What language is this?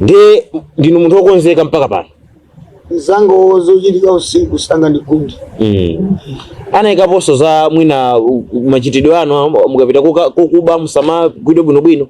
Nyanja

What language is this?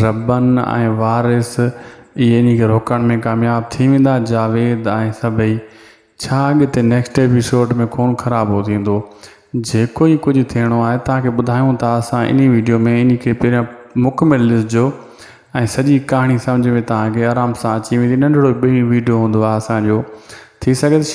Sindhi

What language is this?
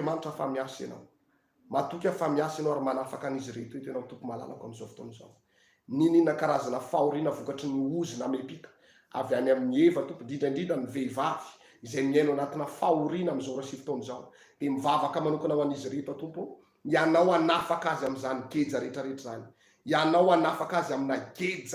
Malagasy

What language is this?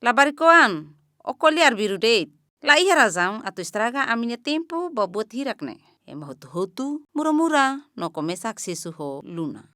Tetum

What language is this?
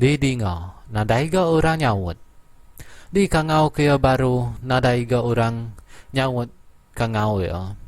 Iban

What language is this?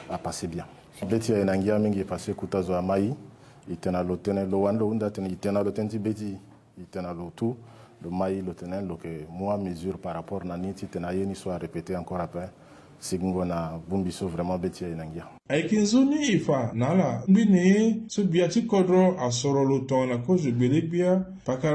Sango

